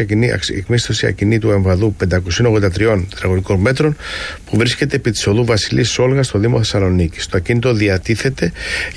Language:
Greek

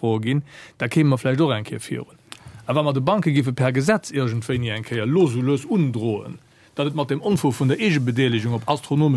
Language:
Luxembourgish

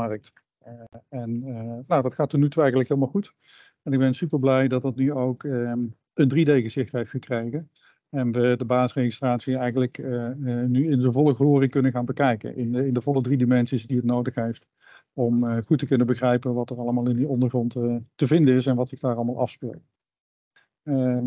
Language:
Dutch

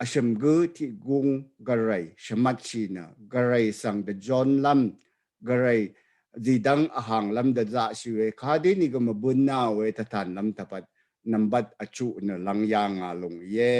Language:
Rawang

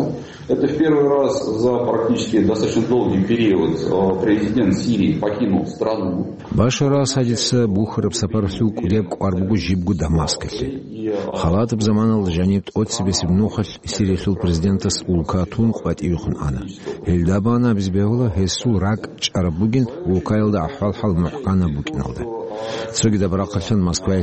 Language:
Avaric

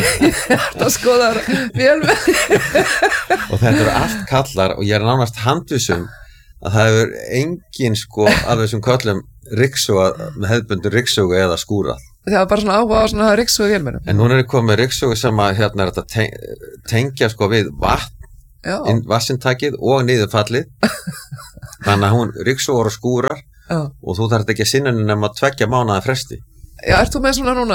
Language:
Icelandic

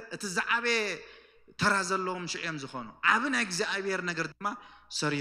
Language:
Tigrinya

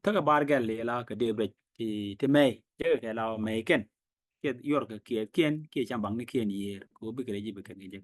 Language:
Nuer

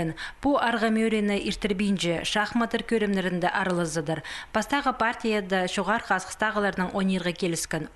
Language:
Khakas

